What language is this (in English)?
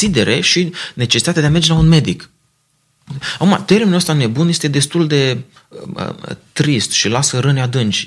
Romanian